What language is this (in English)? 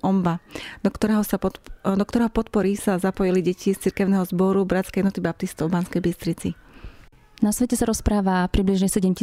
Slovak